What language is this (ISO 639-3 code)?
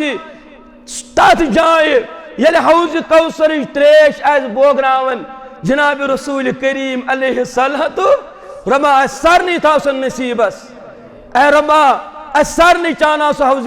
kas